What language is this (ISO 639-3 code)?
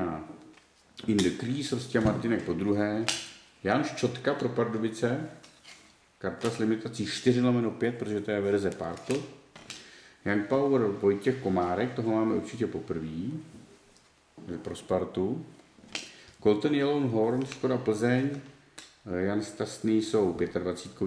ces